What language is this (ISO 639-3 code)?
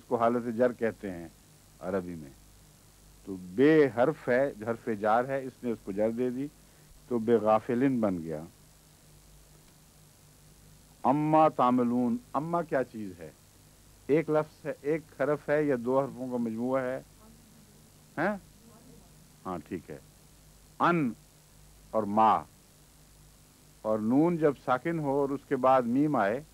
urd